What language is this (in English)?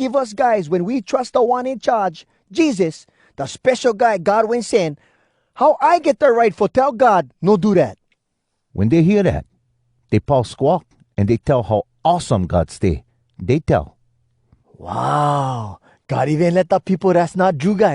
Hawai'i Creole English